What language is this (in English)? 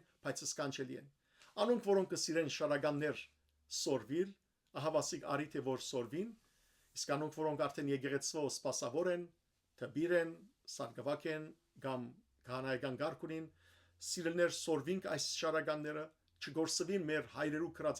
Western Armenian